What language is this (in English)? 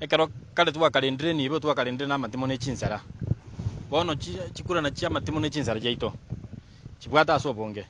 Gusii